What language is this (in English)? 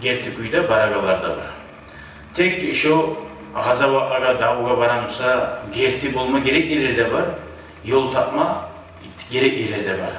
Kumyk